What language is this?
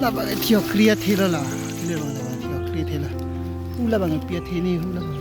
Karbi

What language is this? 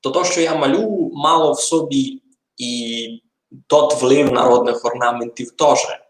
Rusyn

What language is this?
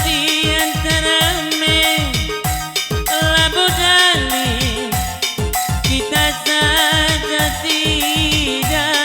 Batak Karo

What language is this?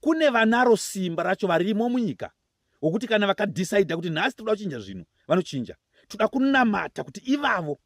Shona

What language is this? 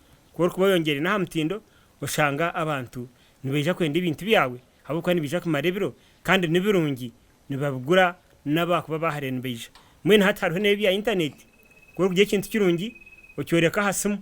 Nyankole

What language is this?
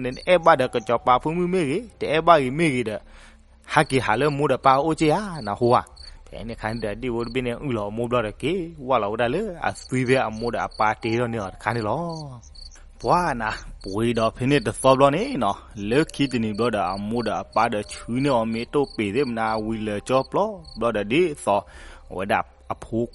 S'gaw Karen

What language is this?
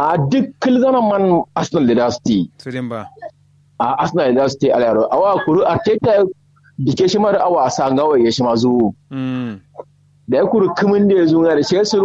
Kanuri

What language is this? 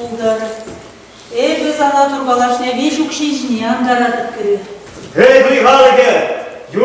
Chuvash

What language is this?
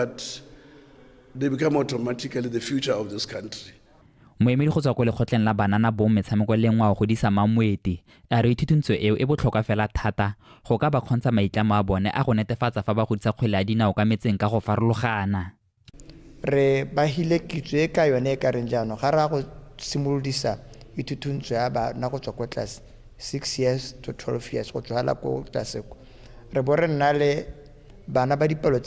Tswana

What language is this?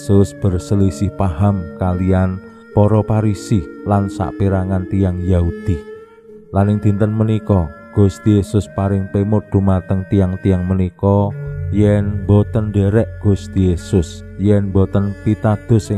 Javanese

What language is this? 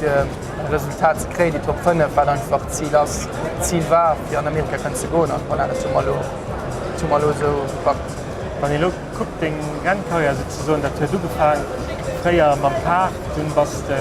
Luxembourgish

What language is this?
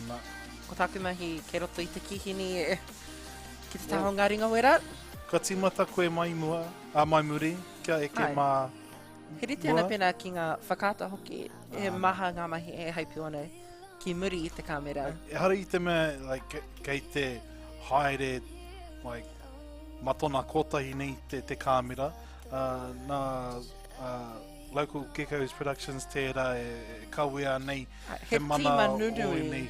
Māori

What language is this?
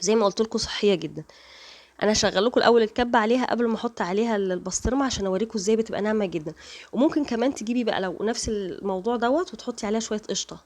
Egyptian Arabic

